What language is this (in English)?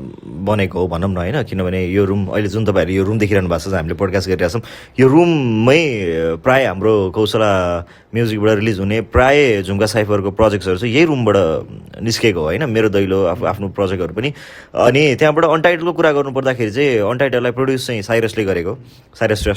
Nepali